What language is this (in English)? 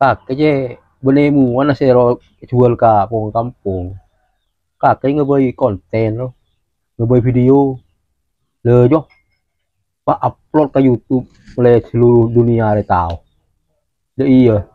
Madurese